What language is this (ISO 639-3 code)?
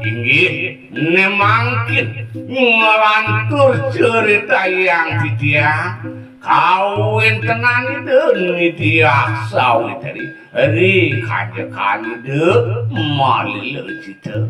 ban